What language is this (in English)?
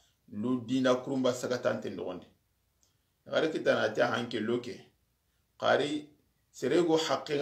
Soninke